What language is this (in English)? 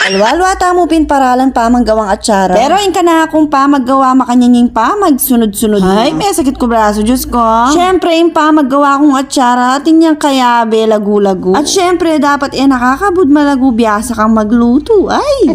Pampanga